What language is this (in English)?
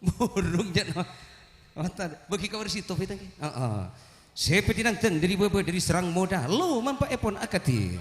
Madurese